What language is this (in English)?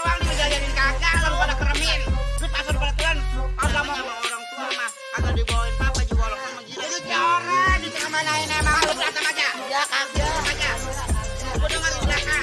Betawi